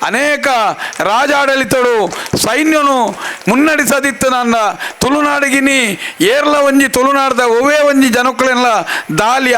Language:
Tulu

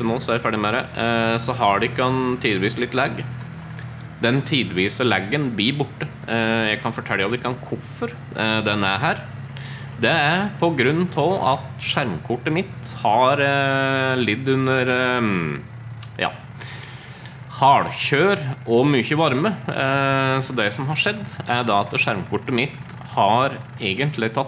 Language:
Norwegian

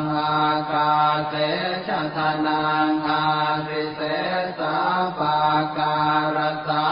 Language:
Pali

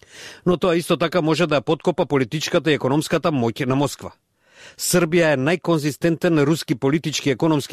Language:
Macedonian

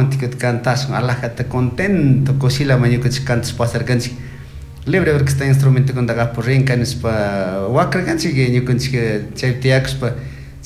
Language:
Chimborazo Highland Quichua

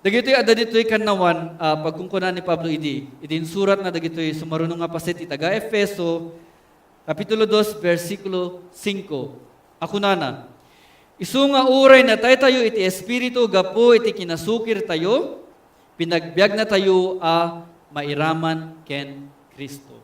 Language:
Iloko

